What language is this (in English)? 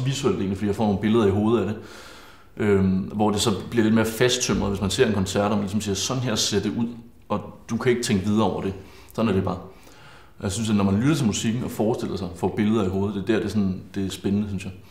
Danish